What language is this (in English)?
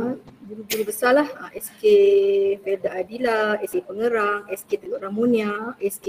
Malay